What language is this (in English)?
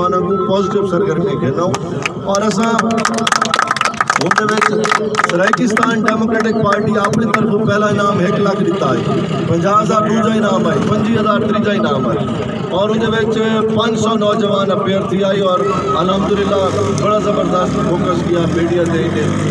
Saraiki